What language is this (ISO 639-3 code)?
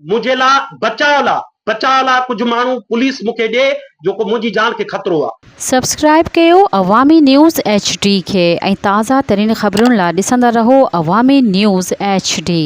snd